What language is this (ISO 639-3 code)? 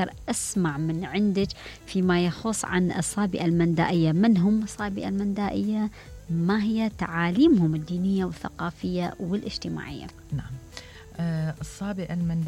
acm